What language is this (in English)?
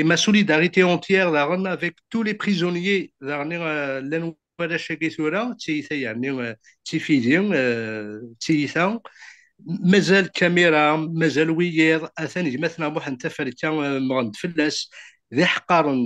Kabyle